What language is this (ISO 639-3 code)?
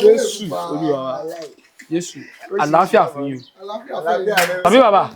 yor